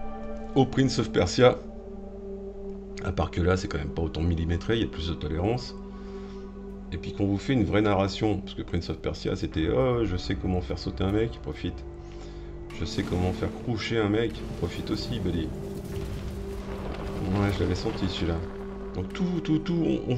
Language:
French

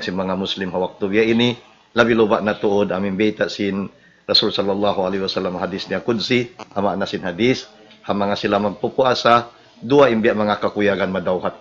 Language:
Tausug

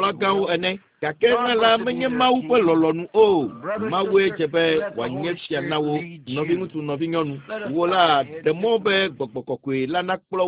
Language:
Ewe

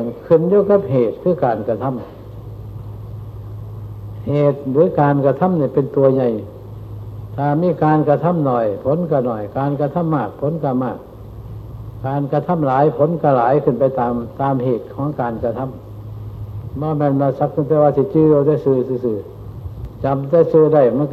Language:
Thai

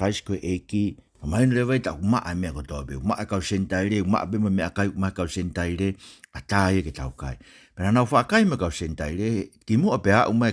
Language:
Tongan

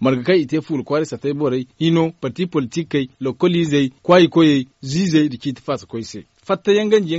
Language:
Zarma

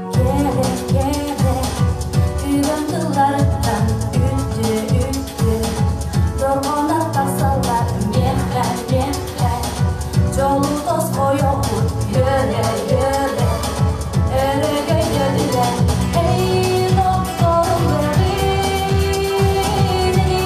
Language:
Yakut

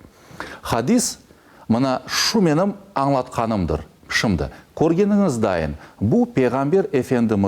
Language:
Crimean Tatar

